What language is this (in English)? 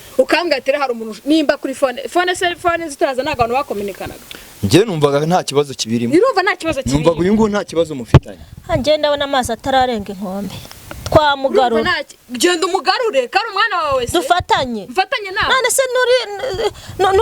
Kinyarwanda